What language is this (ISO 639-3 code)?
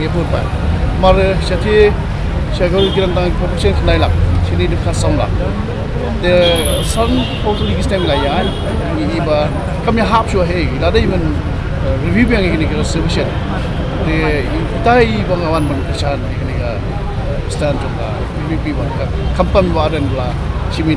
kha